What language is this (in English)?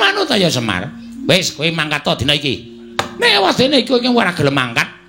Javanese